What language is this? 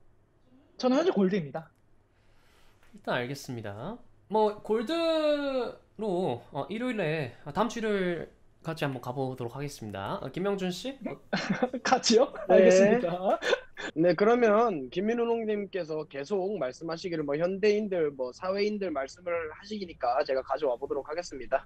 Korean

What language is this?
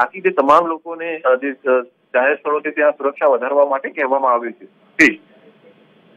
Gujarati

